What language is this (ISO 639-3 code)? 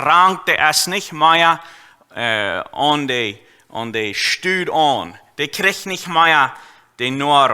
pdt